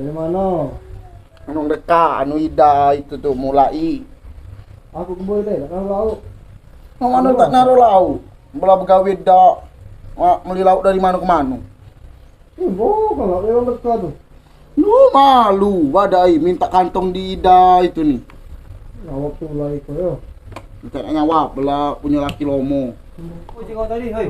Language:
Musi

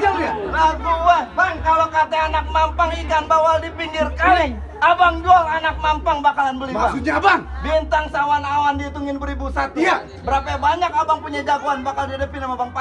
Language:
Betawi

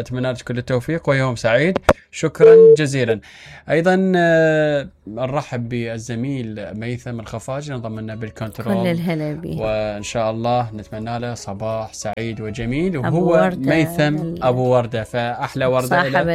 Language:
Mesopotamian Arabic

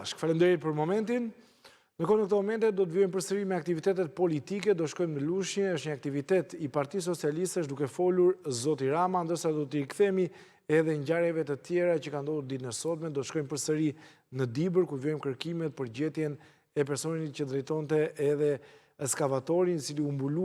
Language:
Albanian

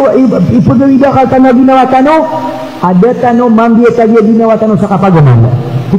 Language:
Maranao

